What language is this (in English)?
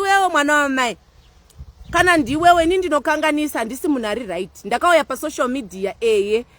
Shona